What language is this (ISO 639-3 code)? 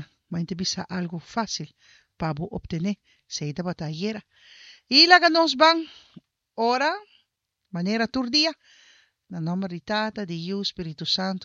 pap